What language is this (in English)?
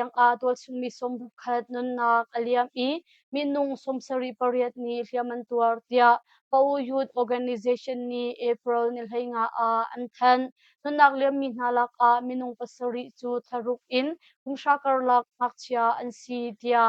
Hakha Chin